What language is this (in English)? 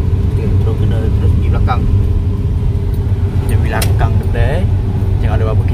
Malay